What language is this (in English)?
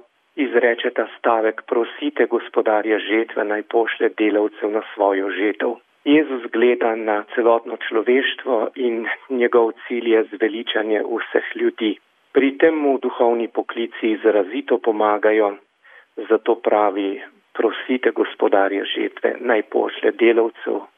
Slovenian